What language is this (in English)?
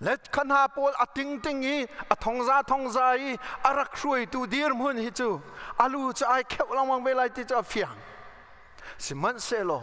Hakha Chin